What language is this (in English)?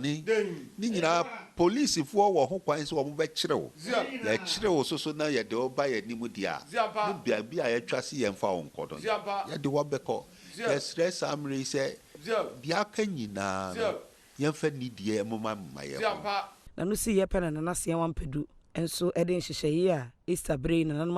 Akan